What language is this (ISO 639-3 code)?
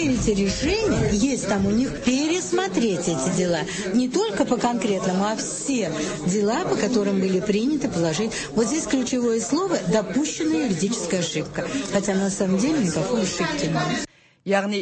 tat